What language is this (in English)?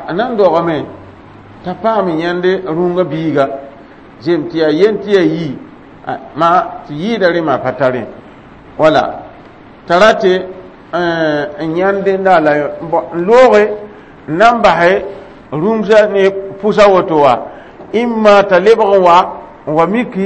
Mossi